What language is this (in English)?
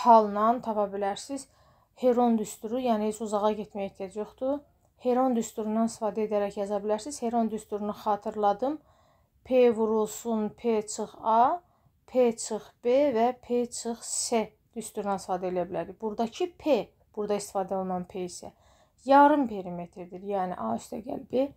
Azerbaijani